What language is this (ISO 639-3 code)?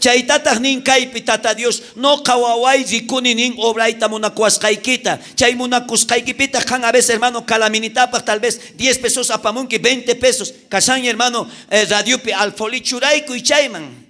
quh